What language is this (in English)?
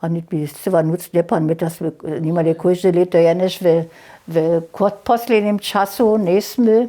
Upper Sorbian